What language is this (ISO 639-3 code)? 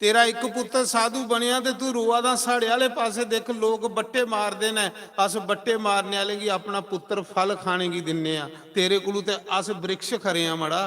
doi